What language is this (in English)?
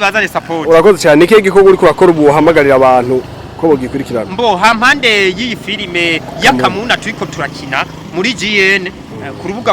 Rundi